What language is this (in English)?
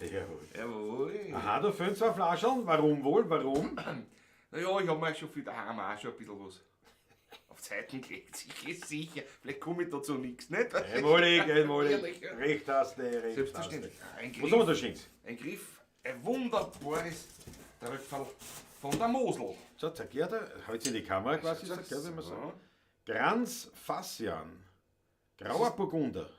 Bavarian